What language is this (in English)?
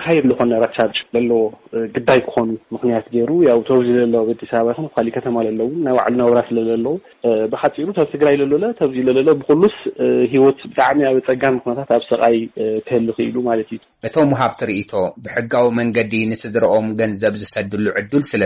Tigrinya